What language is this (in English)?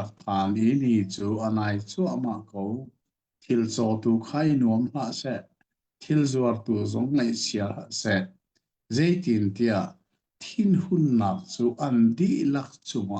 Hakha Chin